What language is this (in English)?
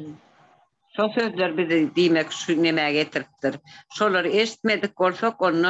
Turkmen